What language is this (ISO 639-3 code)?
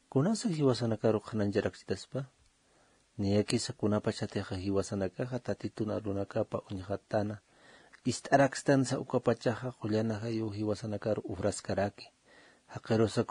aym